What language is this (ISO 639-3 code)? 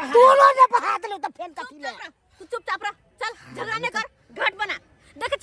mai